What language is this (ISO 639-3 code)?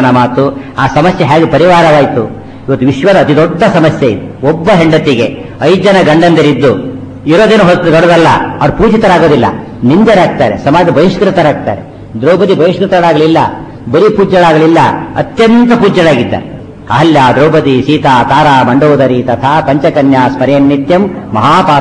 kan